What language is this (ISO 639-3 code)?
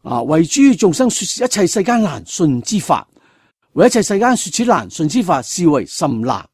yue